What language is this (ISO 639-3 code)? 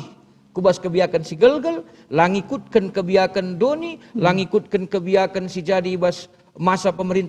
btx